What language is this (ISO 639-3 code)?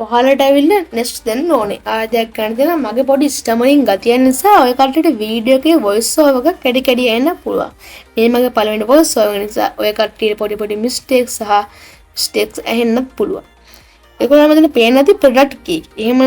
sin